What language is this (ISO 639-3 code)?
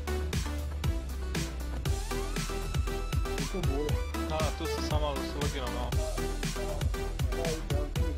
hrv